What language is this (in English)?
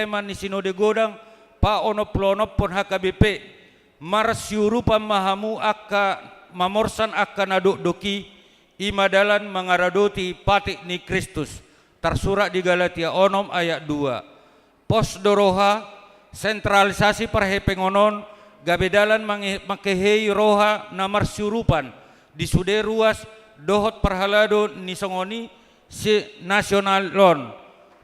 Batak Toba